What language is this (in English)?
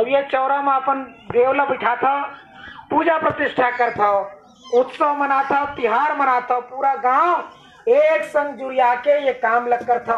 Chhattisgarhi